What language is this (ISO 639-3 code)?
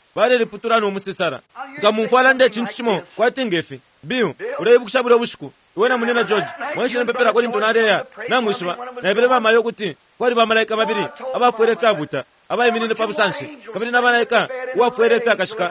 bem